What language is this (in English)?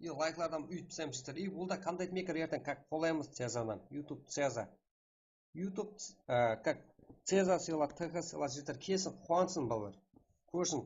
Kara-Kalpak